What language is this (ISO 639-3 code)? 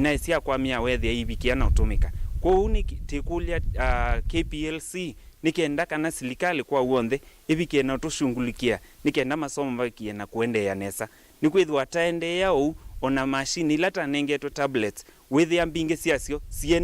kam